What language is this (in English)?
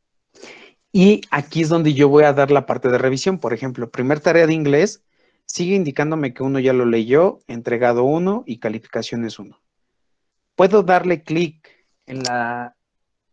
Spanish